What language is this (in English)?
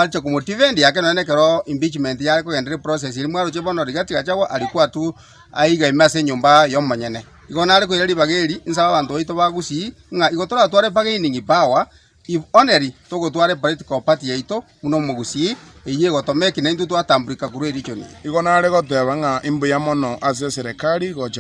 Gusii